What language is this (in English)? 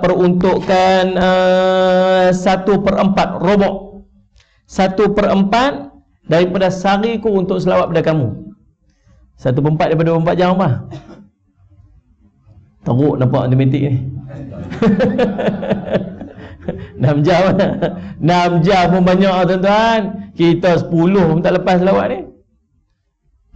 Malay